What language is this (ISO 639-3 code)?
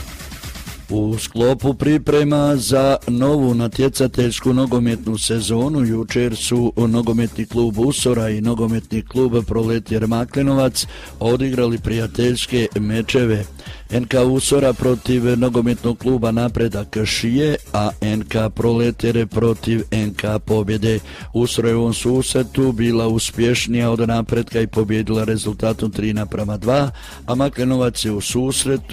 hrv